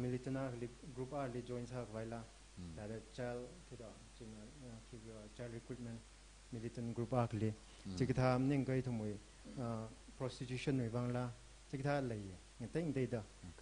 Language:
Tangkhul Naga (India)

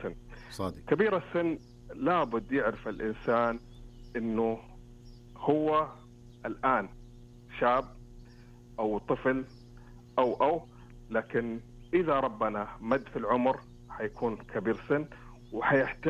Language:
Najdi Arabic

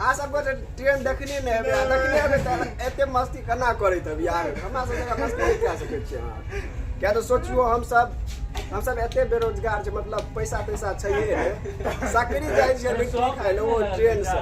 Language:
Maithili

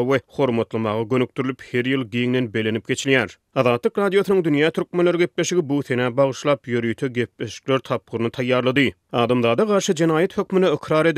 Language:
Turkmen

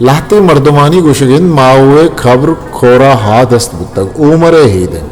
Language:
Eastern Balochi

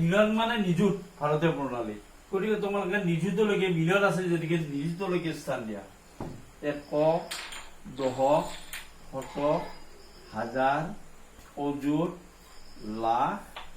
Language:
Assamese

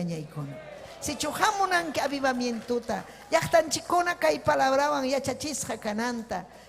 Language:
Ayacucho Quechua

